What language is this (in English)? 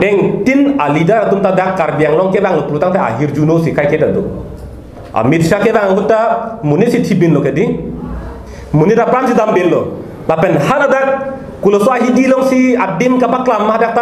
Karbi